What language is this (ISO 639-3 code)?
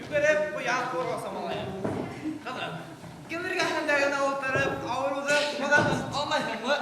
bak